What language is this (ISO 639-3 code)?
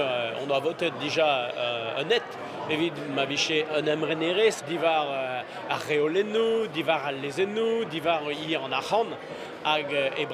bre